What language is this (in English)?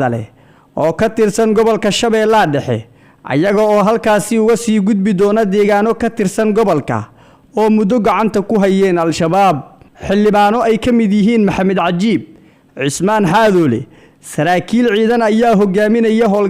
Somali